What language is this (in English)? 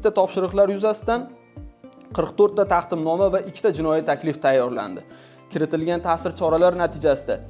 Uzbek